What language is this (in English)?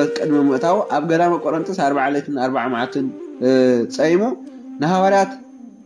Tigrinya